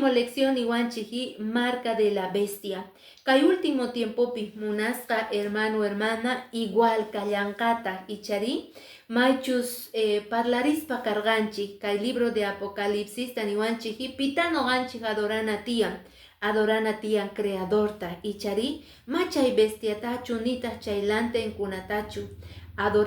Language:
Quechua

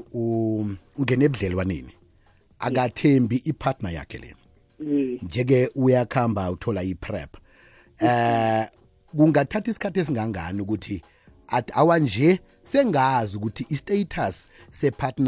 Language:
South Ndebele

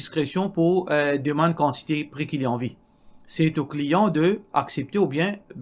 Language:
Morisyen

